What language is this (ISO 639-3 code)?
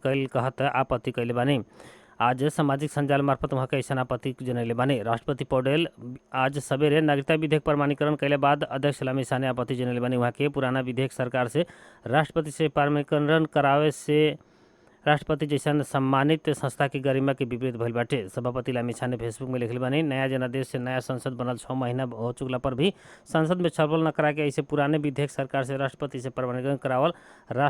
bho